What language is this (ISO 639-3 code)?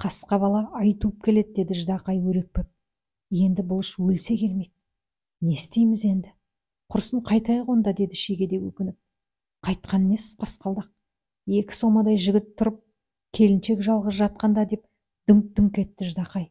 kaz